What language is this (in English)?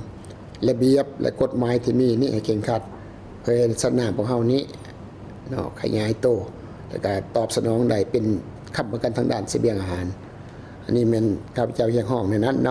Lao